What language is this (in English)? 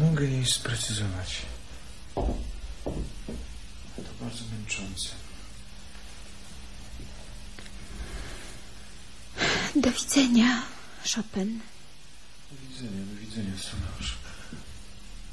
Polish